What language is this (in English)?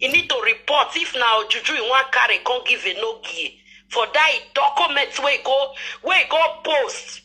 Nigerian Pidgin